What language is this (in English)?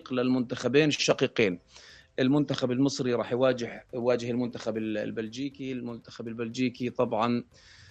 North Levantine Arabic